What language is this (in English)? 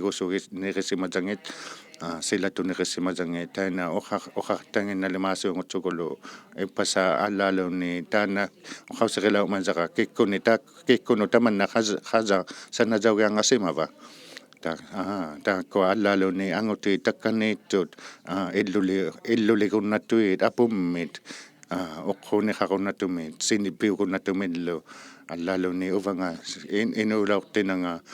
Inuktitut